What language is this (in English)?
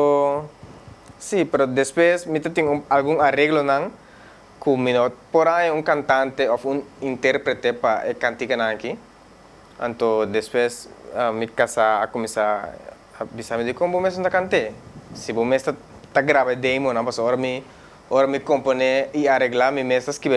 Papiamento